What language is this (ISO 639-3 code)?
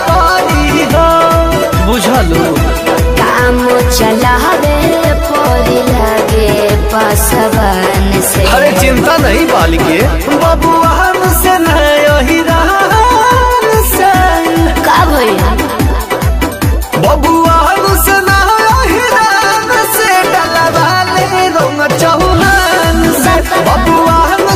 bho